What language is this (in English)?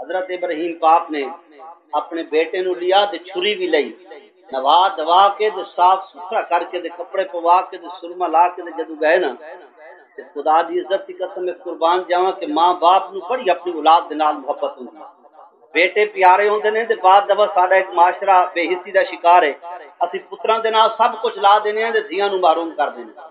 Saraiki